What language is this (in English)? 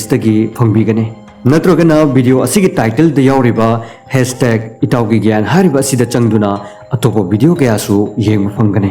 Manipuri